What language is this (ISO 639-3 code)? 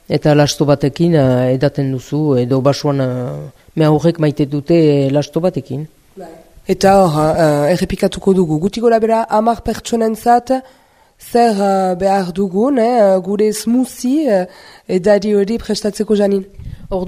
eus